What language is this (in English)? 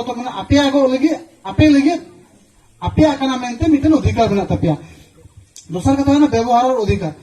Santali